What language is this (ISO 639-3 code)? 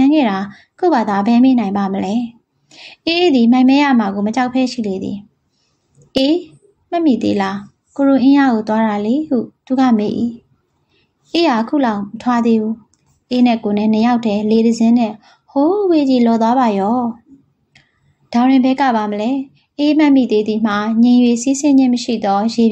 mya